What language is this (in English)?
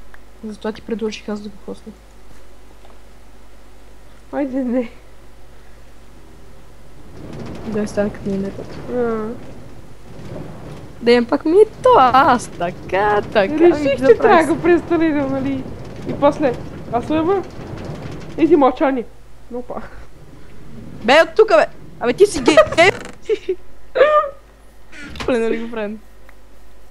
Bulgarian